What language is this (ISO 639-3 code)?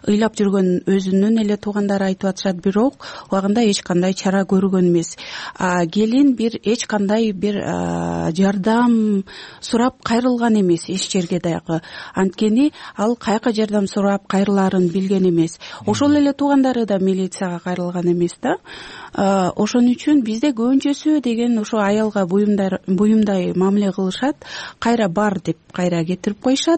kir